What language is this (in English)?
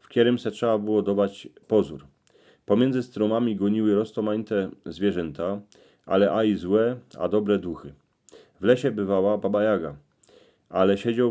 Silesian